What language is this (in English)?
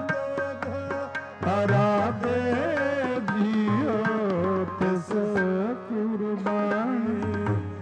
Punjabi